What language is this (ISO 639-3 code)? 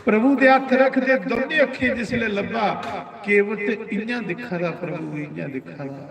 doi